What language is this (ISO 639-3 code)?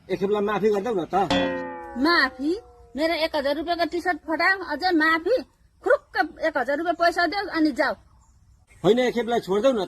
nep